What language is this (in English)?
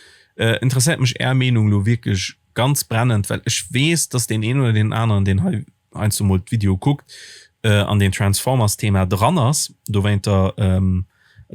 Luxembourgish